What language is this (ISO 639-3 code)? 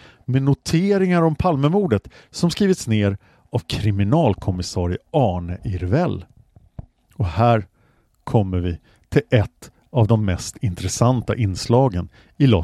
swe